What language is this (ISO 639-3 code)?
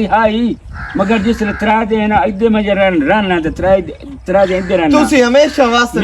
lah